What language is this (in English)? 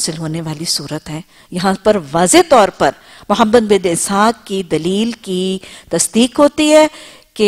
Urdu